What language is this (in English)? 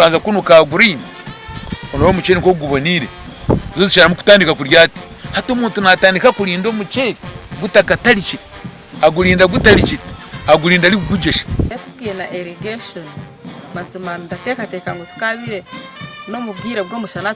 Nyankole